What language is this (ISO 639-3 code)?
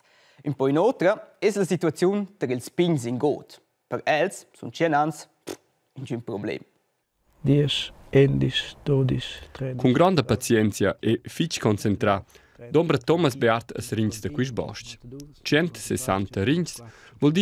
roh